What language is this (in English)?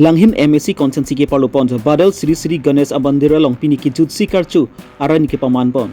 Karbi